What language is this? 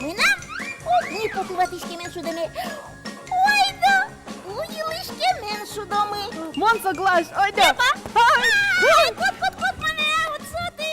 Udmurt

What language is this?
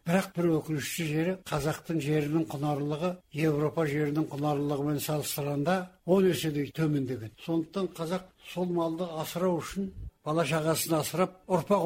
Kazakh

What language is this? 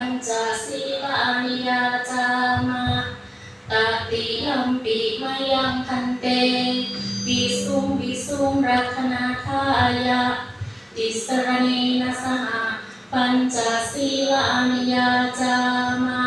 Pali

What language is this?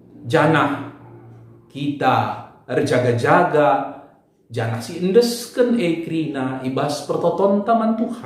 Batak Karo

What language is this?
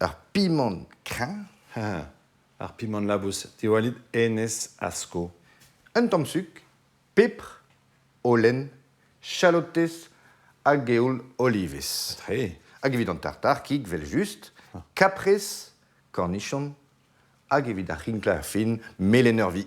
Breton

